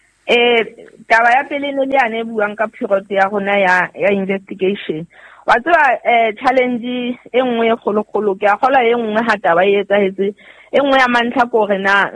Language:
Southern Sotho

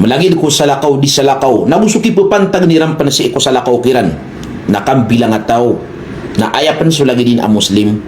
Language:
Maranao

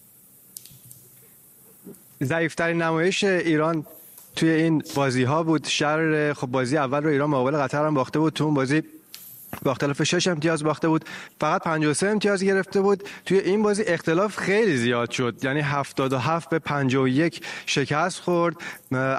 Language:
Persian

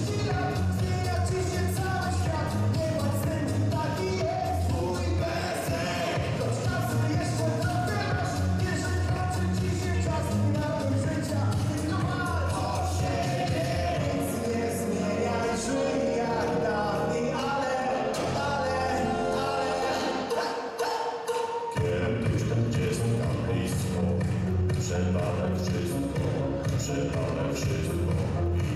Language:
Polish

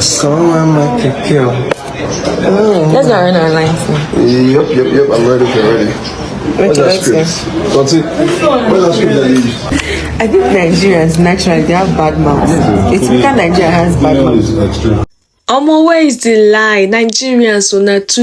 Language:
Nigerian Pidgin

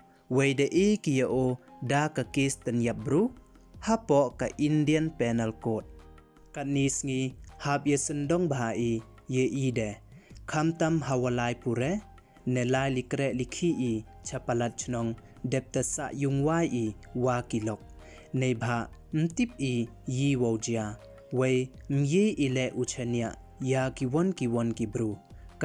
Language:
Pnar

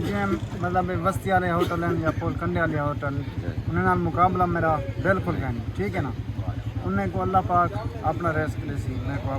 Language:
Saraiki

